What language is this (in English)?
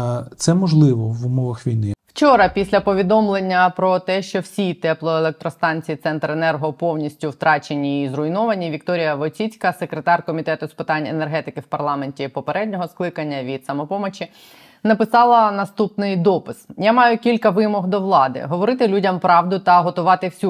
Ukrainian